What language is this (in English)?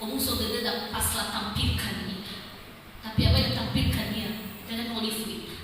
Nias